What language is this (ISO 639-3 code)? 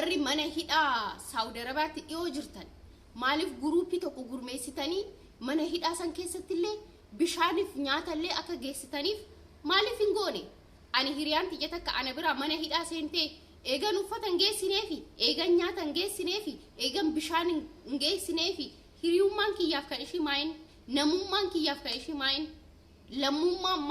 orm